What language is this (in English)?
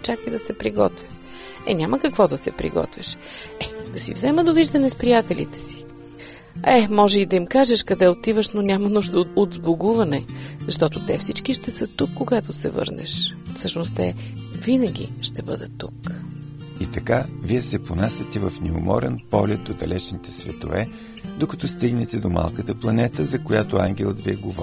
Bulgarian